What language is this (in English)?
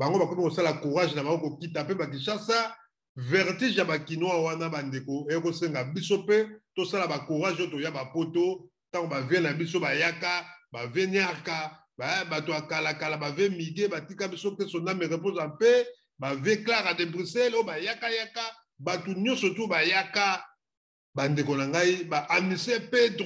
Lingala